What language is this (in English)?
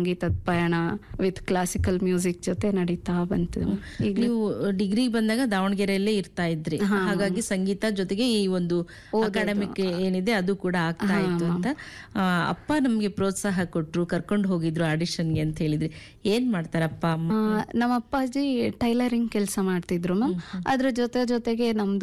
Kannada